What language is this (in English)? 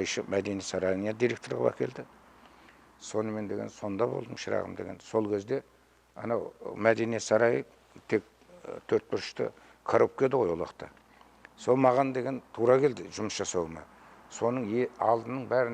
Kazakh